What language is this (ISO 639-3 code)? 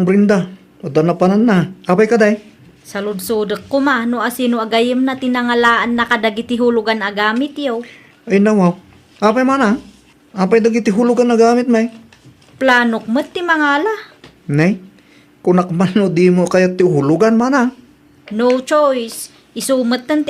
ilo